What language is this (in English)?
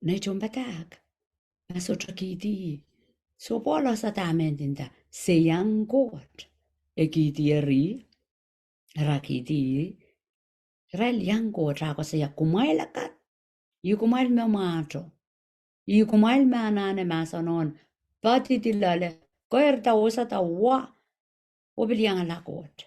Pohnpeian